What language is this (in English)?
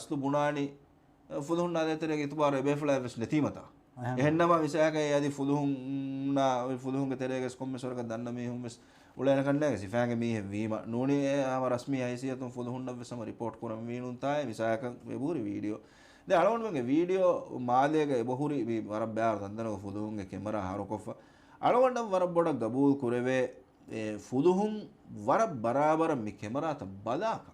Divehi